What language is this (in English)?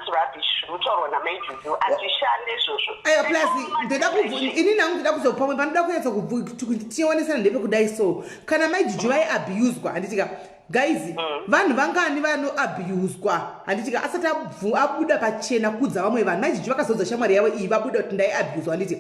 Shona